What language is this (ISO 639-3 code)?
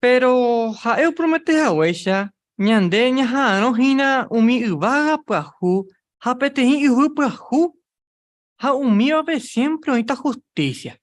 grn